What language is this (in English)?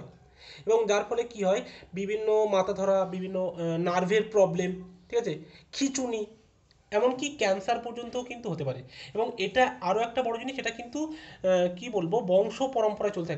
Bangla